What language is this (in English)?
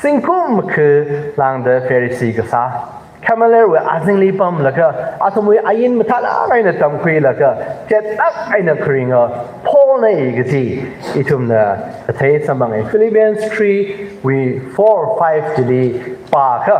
Tangkhul Naga (India)